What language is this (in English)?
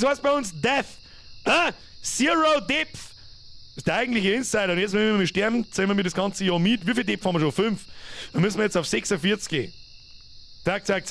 Bavarian